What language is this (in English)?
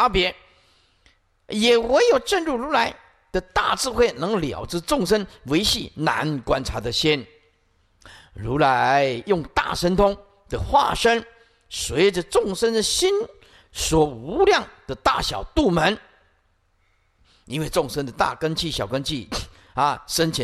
Chinese